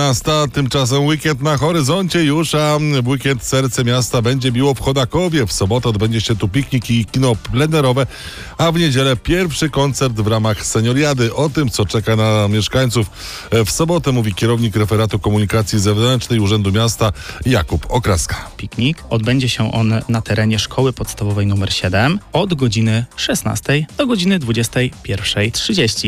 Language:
Polish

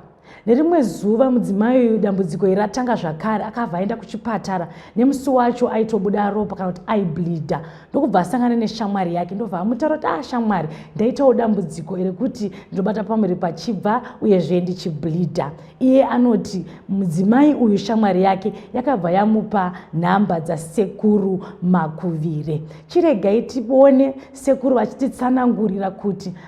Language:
Shona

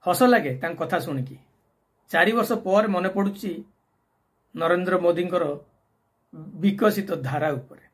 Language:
Odia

